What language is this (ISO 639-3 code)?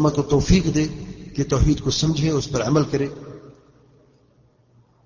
urd